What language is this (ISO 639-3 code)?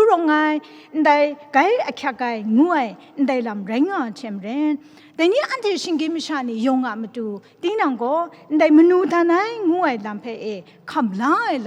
kac